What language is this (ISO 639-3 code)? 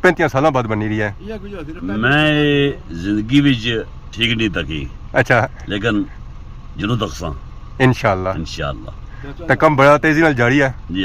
phr